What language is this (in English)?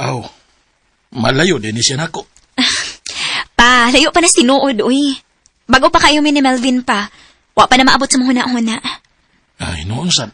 Cebuano